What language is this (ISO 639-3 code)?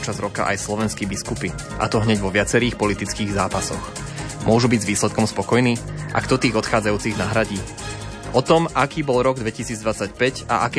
slk